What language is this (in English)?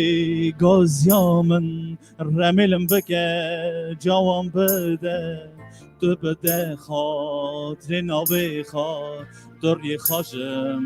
Kurdish